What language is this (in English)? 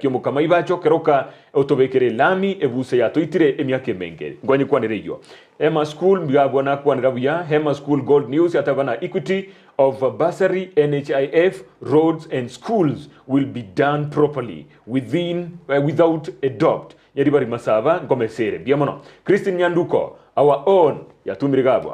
Gusii